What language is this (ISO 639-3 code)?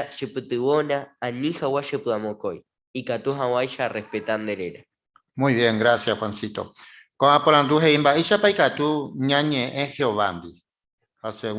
grn